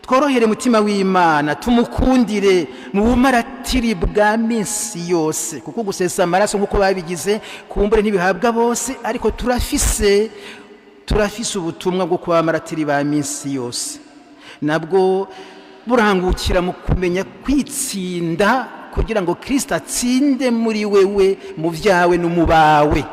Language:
Rundi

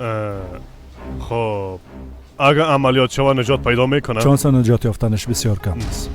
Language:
Persian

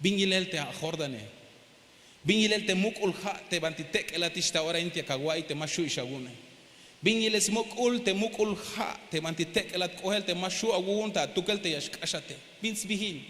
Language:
Tzeltal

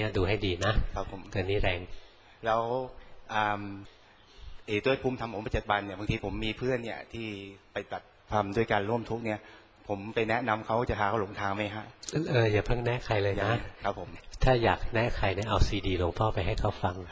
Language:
Thai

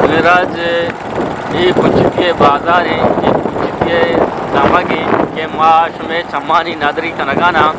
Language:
Eastern Balochi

